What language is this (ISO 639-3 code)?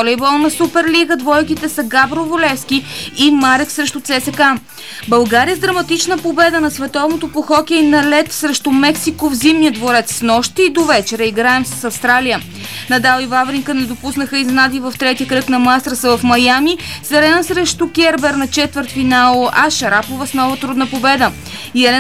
bul